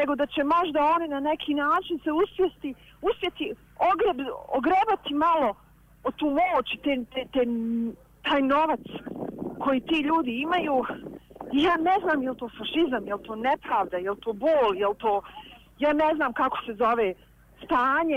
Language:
Bosnian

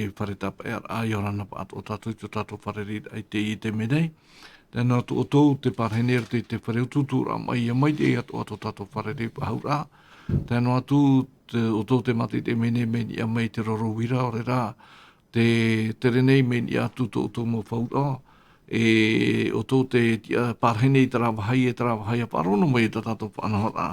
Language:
Tahitian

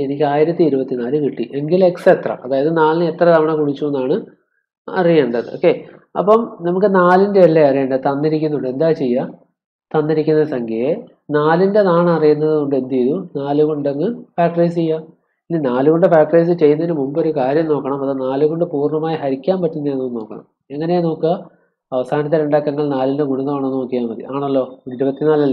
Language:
Malayalam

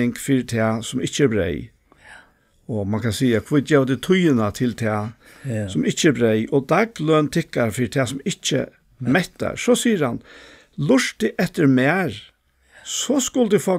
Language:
Faroese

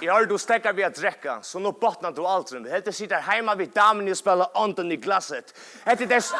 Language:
Faroese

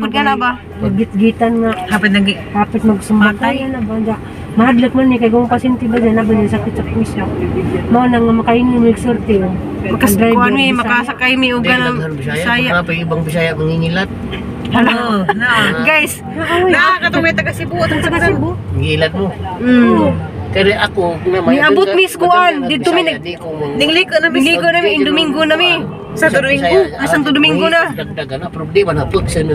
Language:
Cebuano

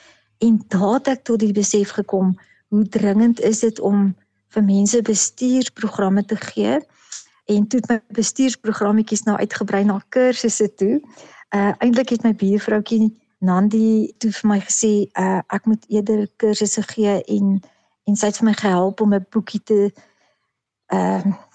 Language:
Afrikaans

